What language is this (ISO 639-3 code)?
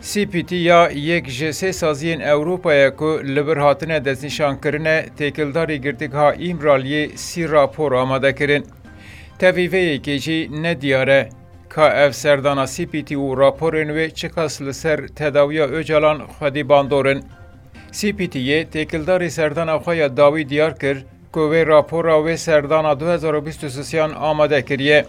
kur